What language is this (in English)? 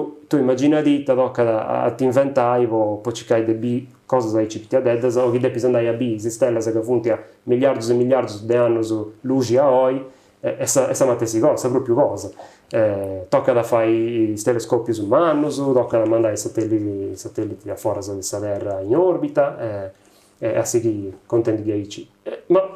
Sardinian